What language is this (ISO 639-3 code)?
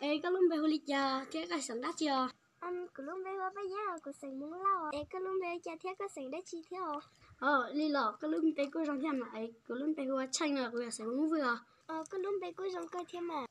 hmn